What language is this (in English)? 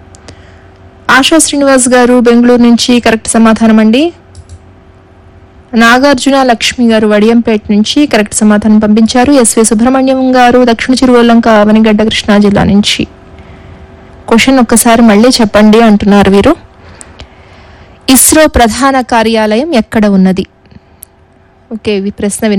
Telugu